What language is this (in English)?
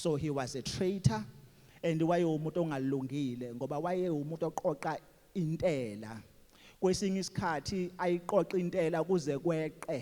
Zulu